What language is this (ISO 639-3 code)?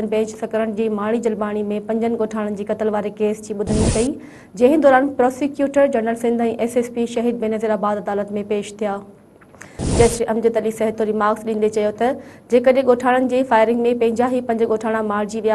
snd